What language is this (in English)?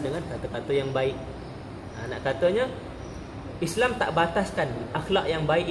Malay